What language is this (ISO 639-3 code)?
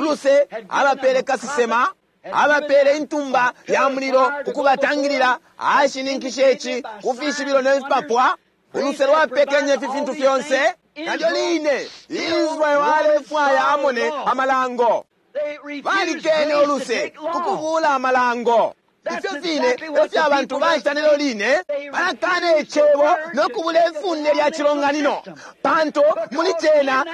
bem